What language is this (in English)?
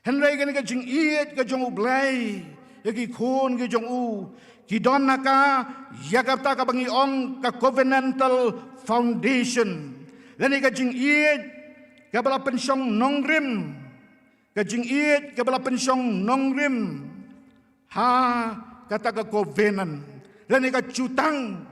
Khasi